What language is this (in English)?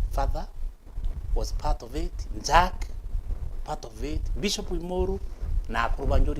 Meru